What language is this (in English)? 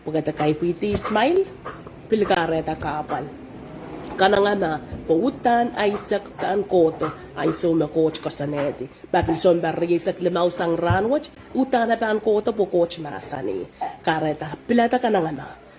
Pohnpeian